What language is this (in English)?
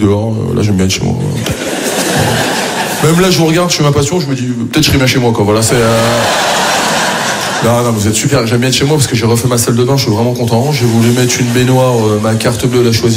French